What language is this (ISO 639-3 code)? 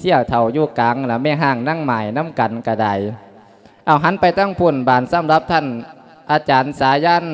lao